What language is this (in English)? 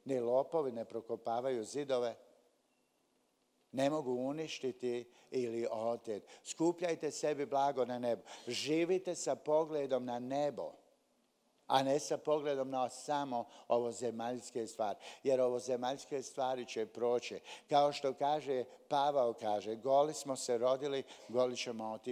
Croatian